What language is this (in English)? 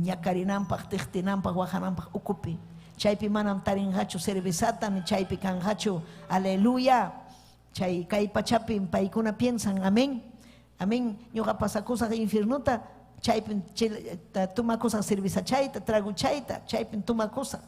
Ayacucho Quechua